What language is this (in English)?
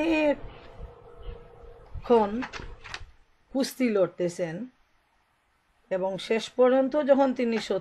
Bangla